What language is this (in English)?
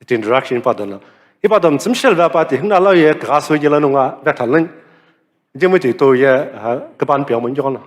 Sumi Naga